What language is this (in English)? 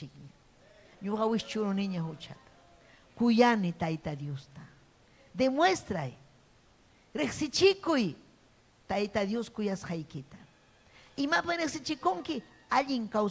Ayacucho Quechua